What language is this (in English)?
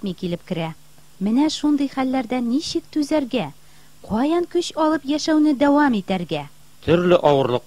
Tatar